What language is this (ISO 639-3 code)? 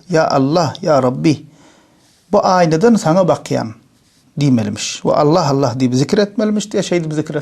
tuk